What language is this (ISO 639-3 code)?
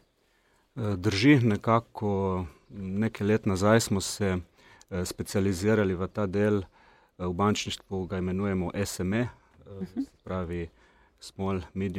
slv